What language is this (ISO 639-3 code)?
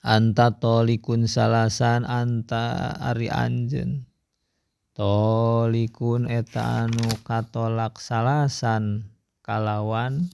sun